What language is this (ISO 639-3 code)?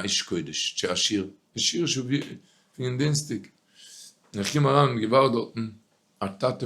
yid